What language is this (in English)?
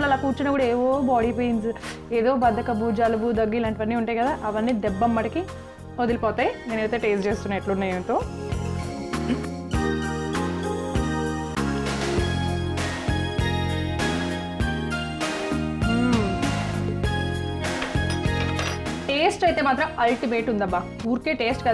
Telugu